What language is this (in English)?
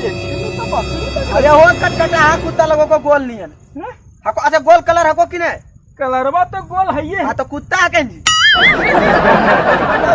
Magahi